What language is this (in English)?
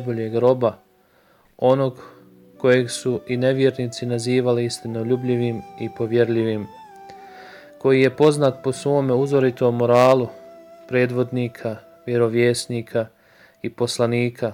Bosnian